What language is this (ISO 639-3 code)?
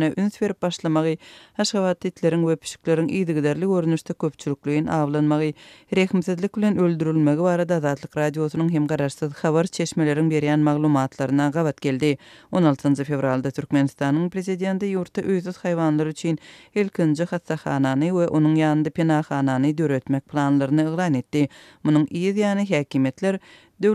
tuk